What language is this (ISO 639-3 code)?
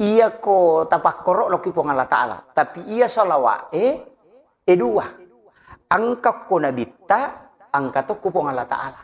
bug